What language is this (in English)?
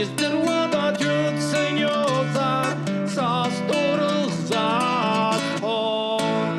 Abkhazian